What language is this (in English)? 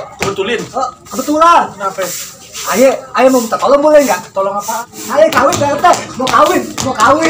Betawi